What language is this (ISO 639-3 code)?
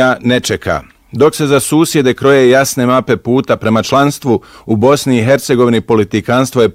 bos